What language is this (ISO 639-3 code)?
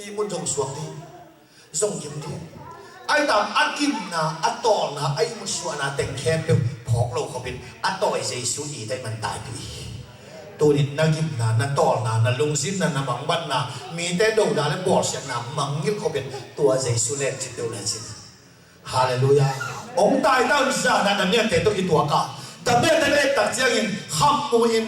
ctd